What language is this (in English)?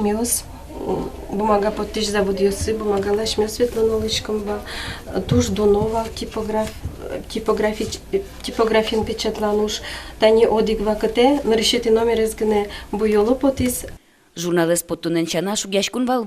Udmurt